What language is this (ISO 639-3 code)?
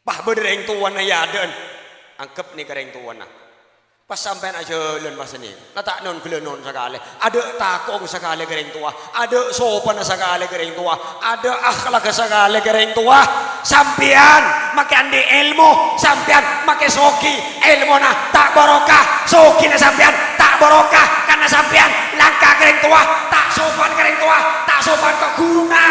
mad